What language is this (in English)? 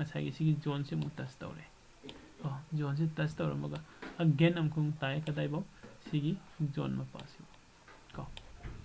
Manipuri